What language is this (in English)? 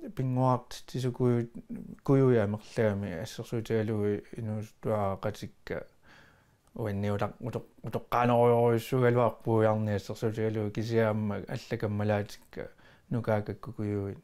Kalaallisut